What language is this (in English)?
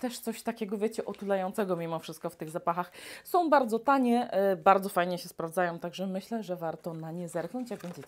Polish